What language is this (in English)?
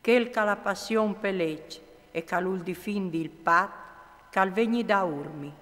Friulian